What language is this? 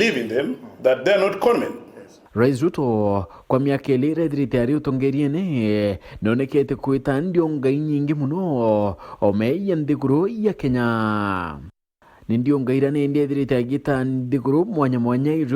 Meru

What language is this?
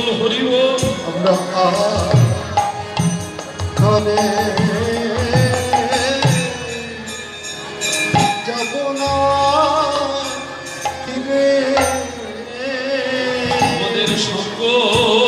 Bangla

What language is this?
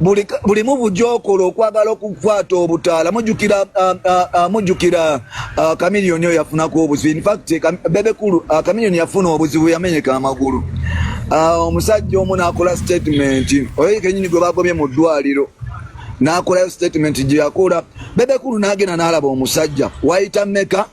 Ganda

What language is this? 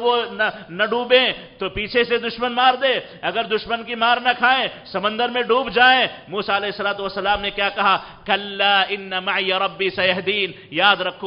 Urdu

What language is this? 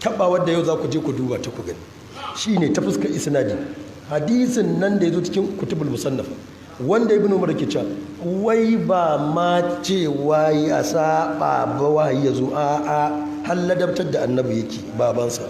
Hausa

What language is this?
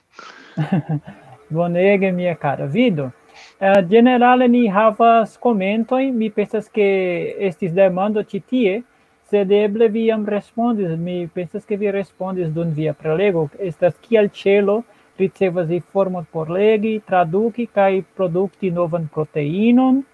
Esperanto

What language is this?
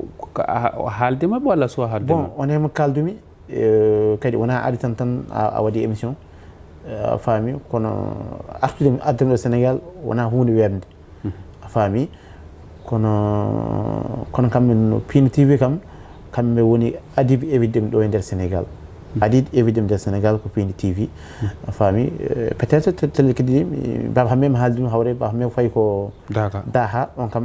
Fula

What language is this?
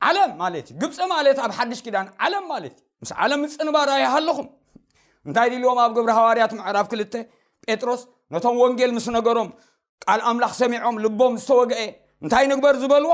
Tigrinya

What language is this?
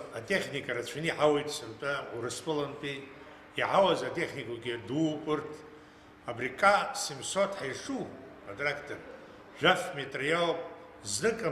Abkhazian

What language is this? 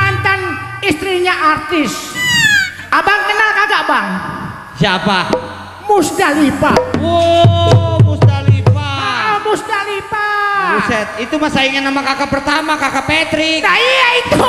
Betawi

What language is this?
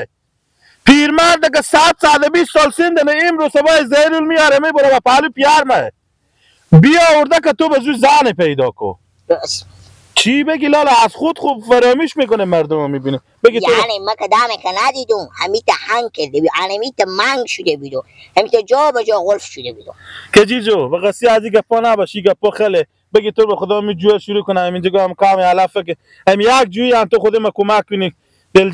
Persian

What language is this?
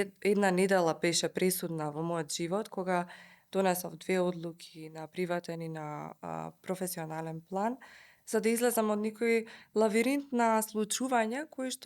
Macedonian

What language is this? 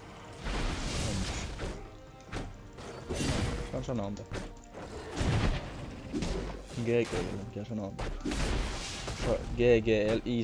Finnish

